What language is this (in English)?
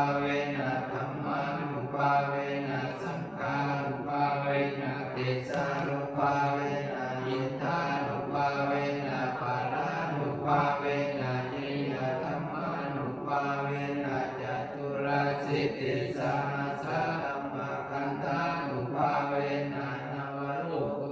Pali